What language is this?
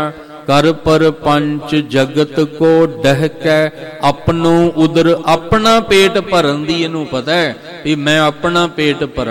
Punjabi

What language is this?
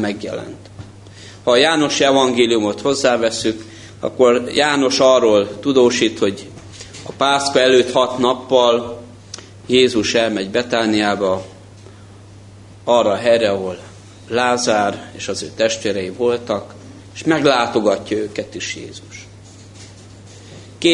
Hungarian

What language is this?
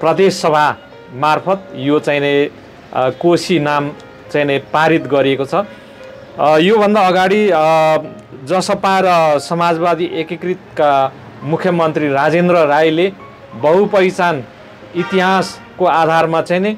Nepali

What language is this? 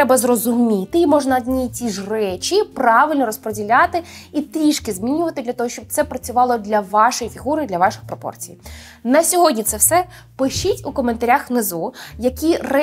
Ukrainian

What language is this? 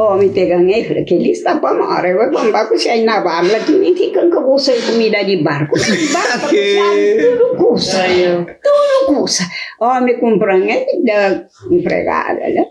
Kabuverdianu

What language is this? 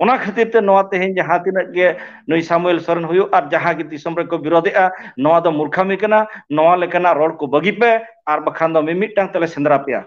Santali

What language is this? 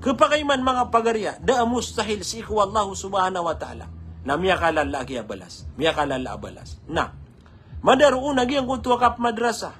Maranao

